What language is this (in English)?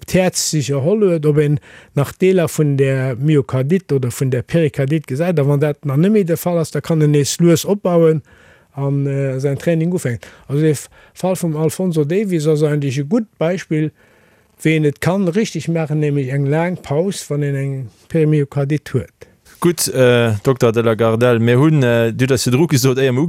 Luxembourgish